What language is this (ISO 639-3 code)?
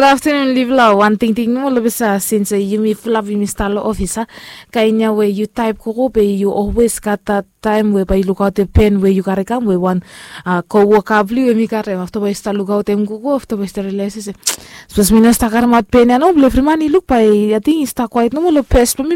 bis